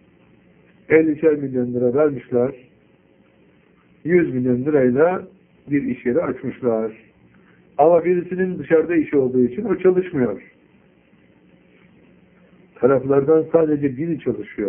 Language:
Turkish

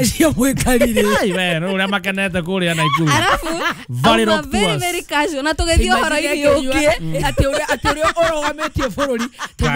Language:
Kikuyu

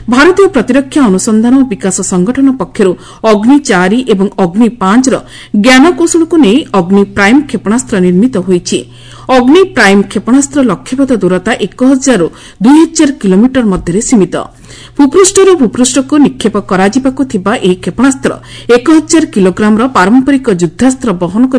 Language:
Odia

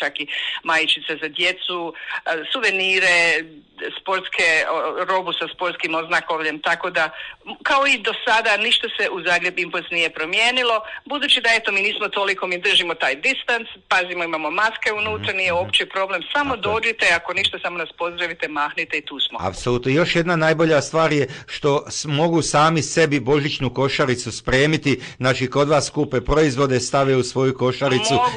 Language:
Croatian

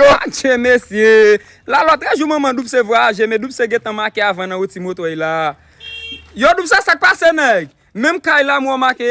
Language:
Haitian Creole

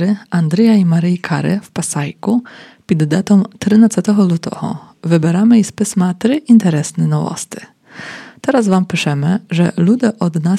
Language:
Polish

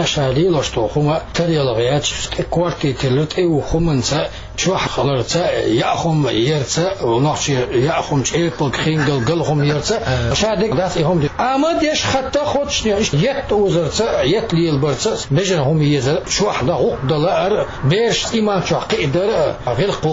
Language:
Chechen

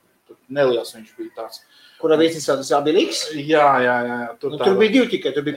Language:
Latvian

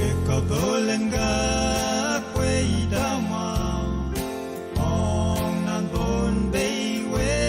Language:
Pohnpeian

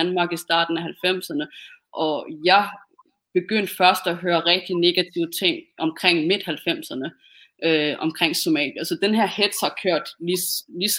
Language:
Danish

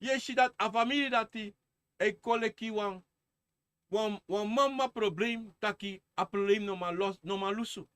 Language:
Sranan Tongo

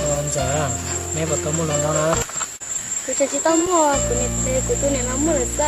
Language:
Hmong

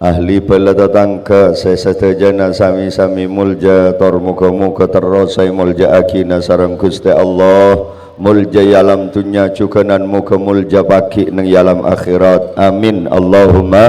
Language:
Madurese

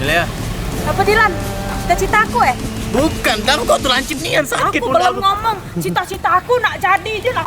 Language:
Musi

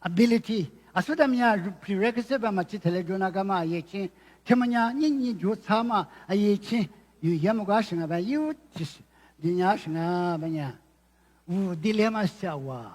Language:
Lisu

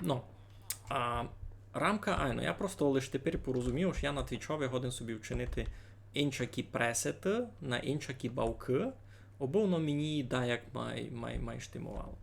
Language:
Rusyn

